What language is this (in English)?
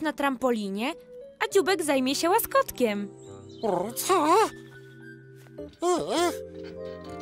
Polish